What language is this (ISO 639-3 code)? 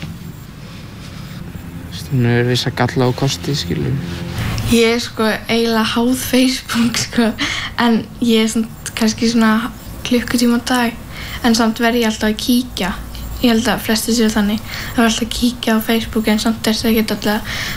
isl